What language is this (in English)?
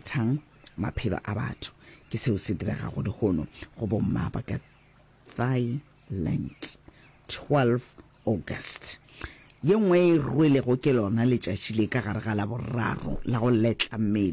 Northern Sotho